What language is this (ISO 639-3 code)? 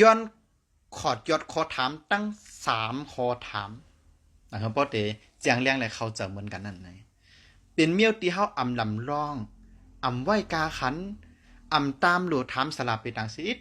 shn